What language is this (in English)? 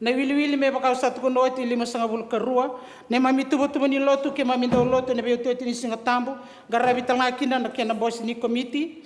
Fijian